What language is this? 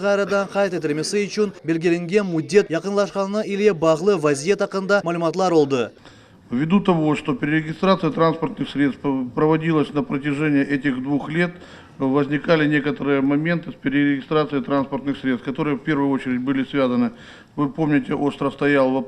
Crimean Tatar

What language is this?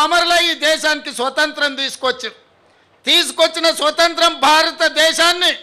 Telugu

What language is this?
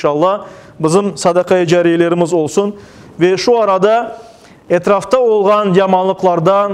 Crimean Tatar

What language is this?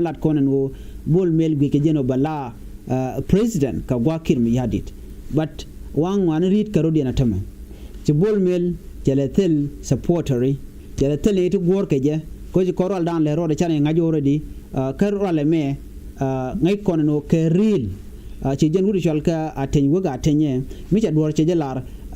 Nuer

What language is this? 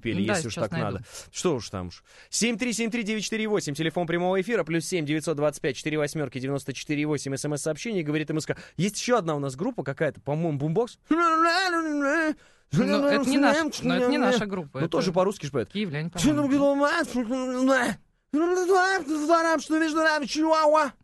Russian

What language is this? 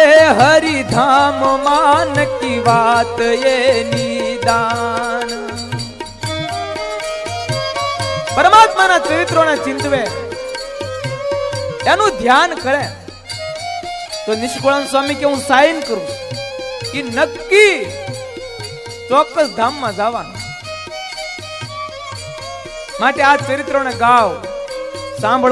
Gujarati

